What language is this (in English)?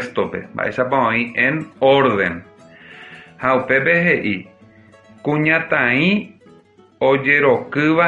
Guarani